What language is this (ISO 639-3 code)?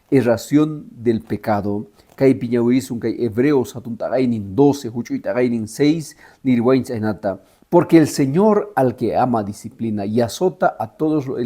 que